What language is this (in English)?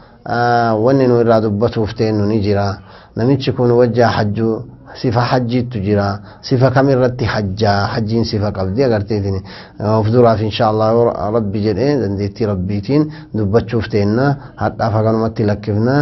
Oromo